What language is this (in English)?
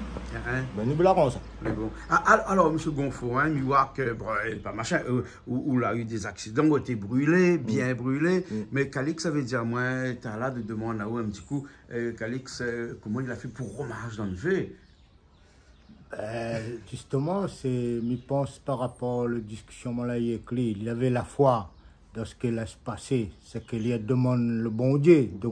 Réunion Creole French